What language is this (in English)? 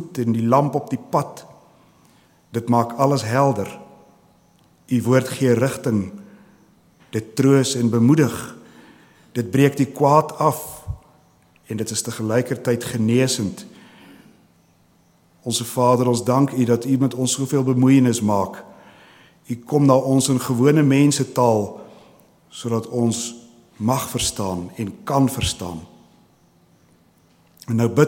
Afrikaans